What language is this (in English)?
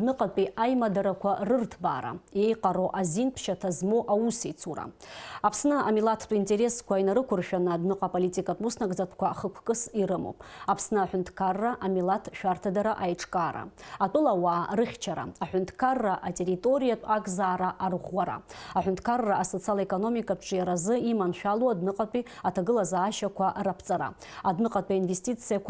Abkhazian